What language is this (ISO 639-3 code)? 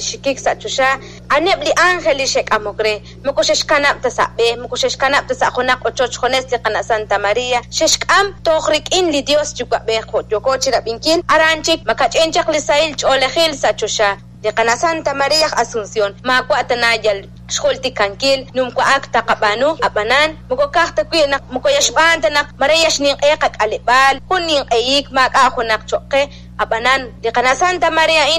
kek